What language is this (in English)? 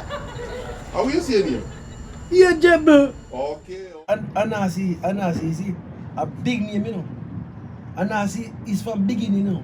Jamaican Creole English